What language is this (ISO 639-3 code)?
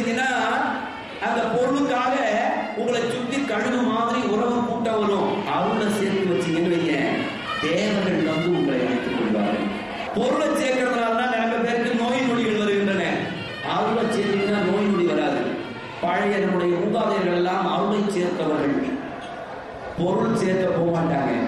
tam